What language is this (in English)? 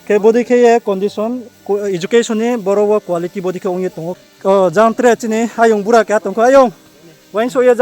Riang (India)